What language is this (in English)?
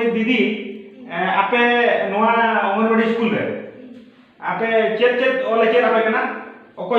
Santali